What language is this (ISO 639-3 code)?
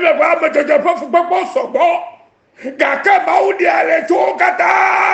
ewe